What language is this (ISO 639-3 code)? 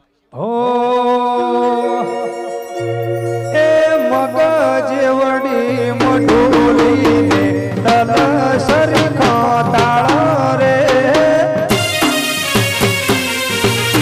guj